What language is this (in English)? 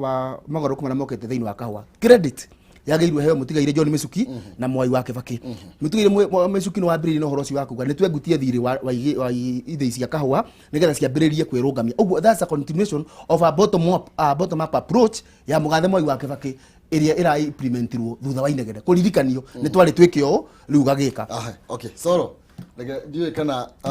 Kikuyu